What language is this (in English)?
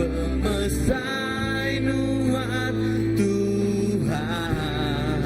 Iban